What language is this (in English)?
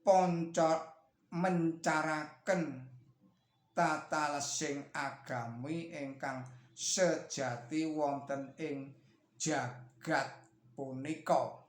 Javanese